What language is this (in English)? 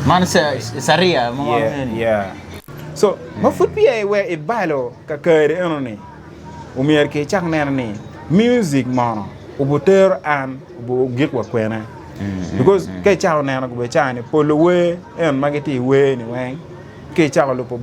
Acoli